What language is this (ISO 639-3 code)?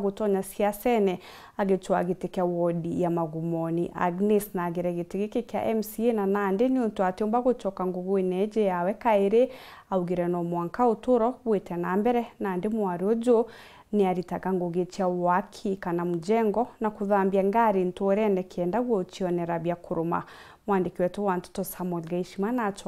mer